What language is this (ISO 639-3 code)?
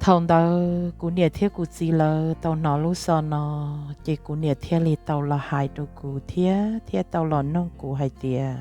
hmn